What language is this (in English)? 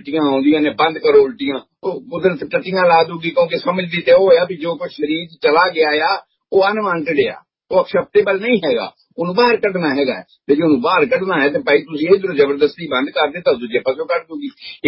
Punjabi